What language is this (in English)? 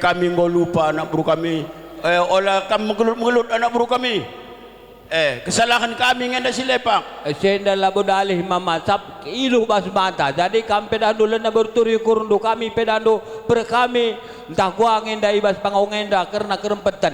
Batak Karo